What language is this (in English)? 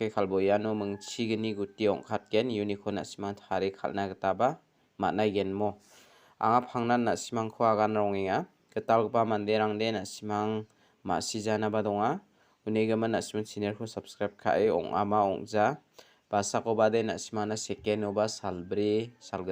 Garo